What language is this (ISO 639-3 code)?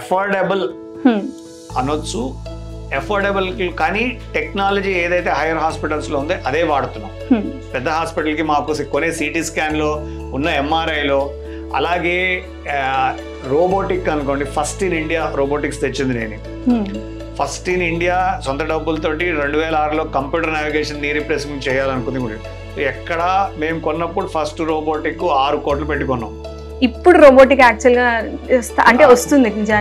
tel